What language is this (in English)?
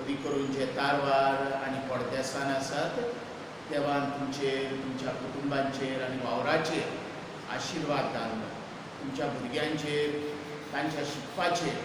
Konkani